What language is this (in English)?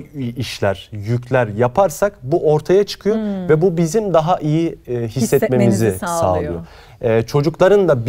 Turkish